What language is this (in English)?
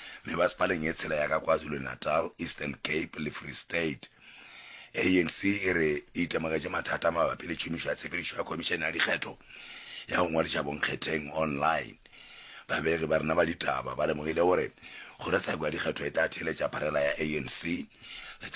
Northern Sotho